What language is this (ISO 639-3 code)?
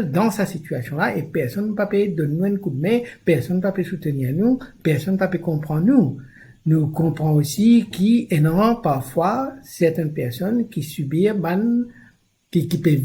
mfe